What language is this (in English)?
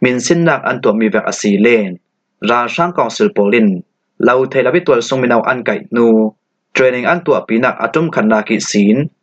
Falam Chin